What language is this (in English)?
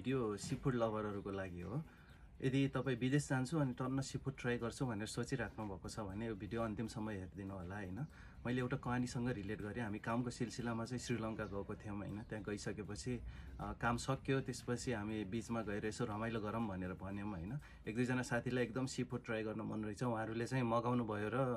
Nepali